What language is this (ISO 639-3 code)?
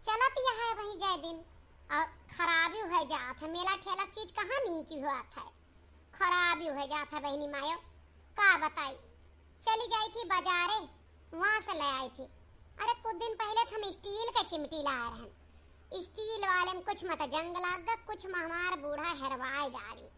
awa